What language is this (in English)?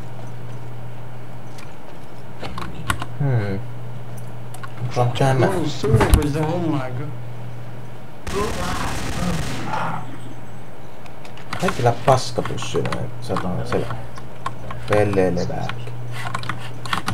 Finnish